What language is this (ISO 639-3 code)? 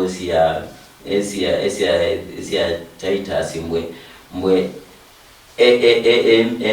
luy